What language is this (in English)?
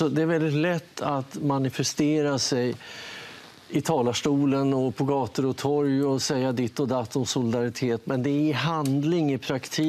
Swedish